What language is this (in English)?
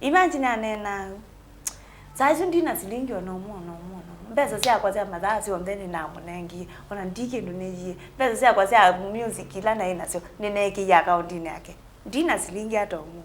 Kamba